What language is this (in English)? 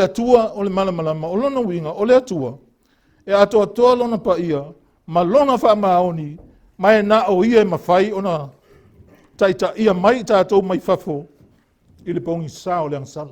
Samoan